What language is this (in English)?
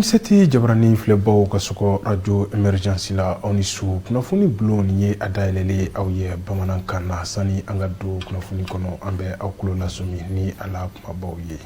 Bambara